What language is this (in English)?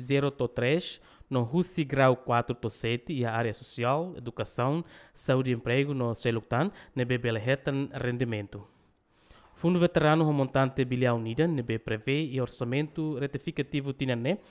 Tetum